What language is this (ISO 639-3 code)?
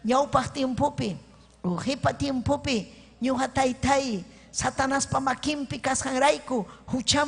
quy